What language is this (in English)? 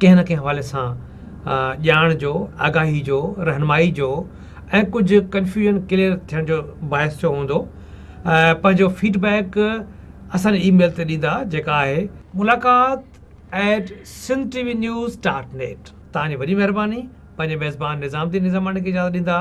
Sindhi